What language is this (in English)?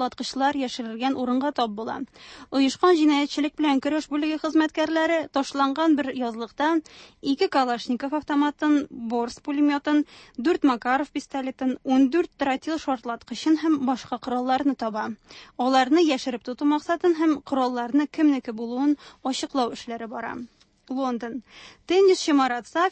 Tatar